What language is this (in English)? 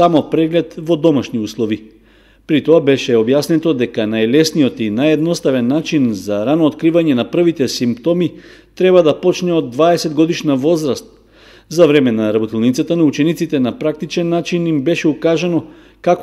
Macedonian